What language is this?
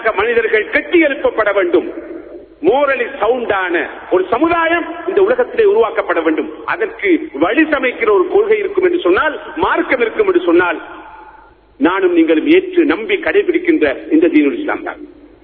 Tamil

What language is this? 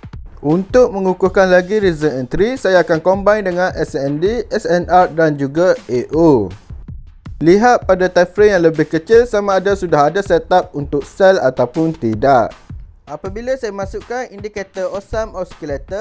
Malay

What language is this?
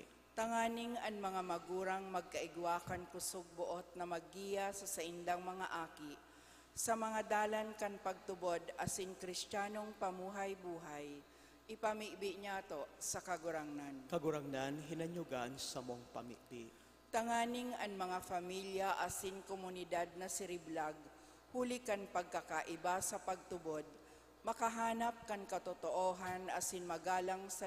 Bikol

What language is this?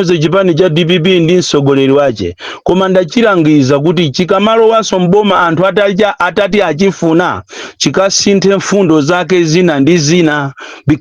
Nyanja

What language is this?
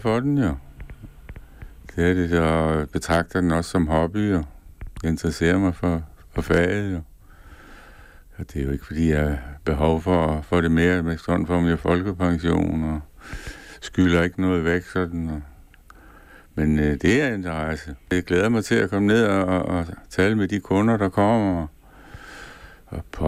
Danish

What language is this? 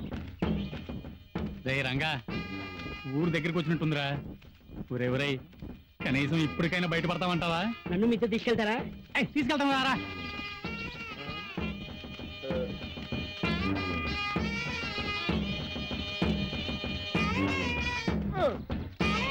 Telugu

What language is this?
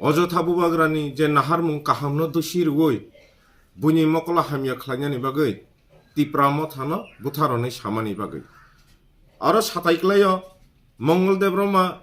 Kok Borok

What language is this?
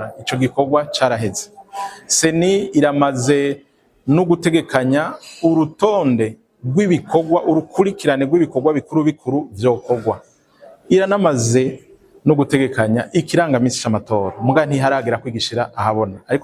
Rundi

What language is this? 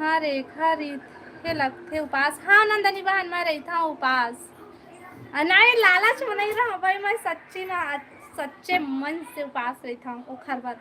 Chhattisgarhi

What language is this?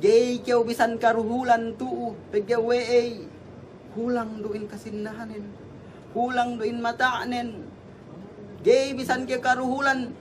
Yakan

